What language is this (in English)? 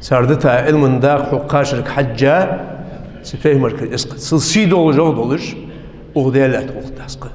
Ingush